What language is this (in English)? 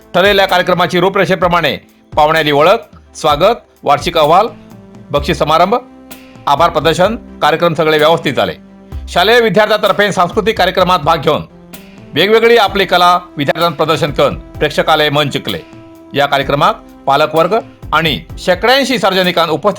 Konkani